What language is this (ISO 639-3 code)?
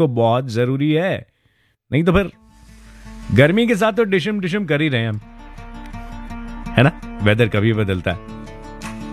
hin